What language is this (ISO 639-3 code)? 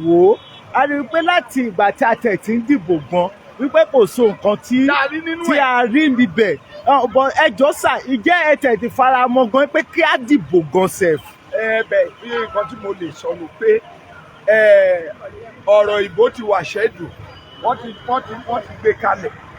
yor